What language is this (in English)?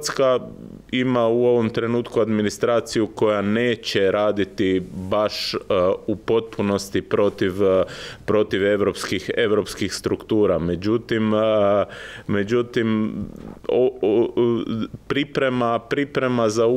Croatian